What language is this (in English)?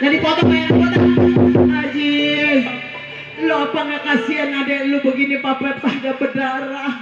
Betawi